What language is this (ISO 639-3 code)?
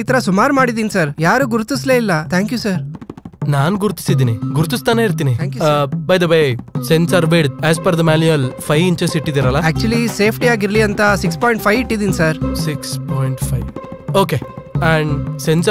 kan